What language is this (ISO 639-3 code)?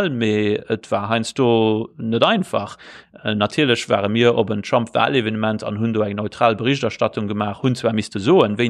ltz